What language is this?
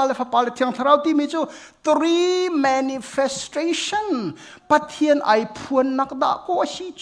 Hakha Chin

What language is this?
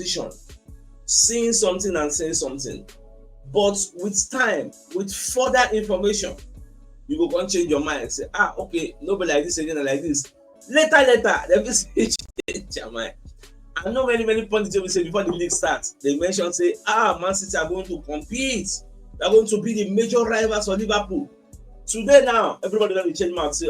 Nigerian Pidgin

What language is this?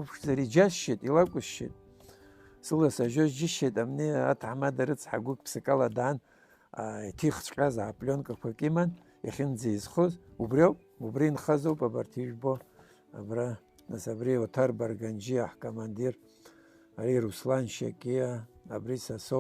Abkhazian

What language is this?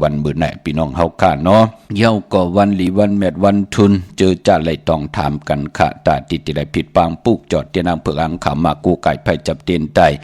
Shan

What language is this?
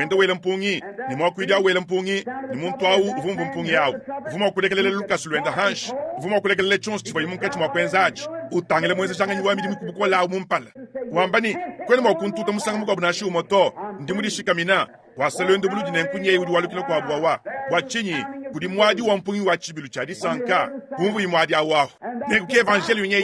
Luba-Lulua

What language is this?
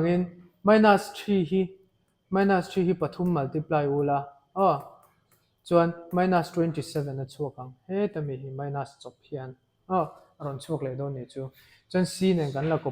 Mizo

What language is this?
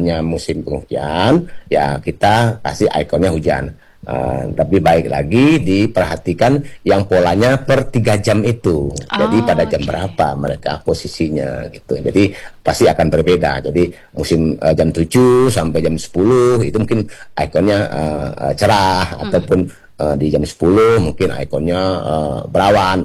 Indonesian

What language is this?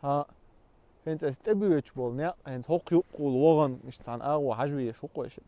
Chechen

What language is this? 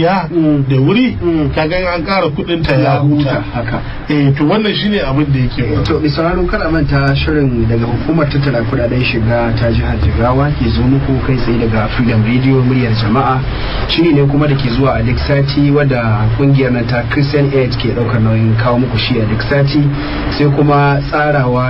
Hausa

